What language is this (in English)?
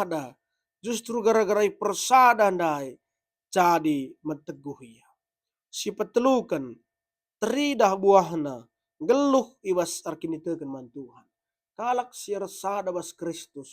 Batak Karo